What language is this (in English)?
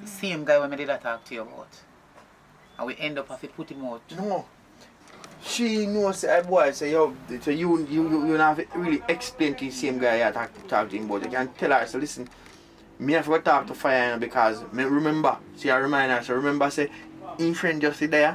Jamaican Creole English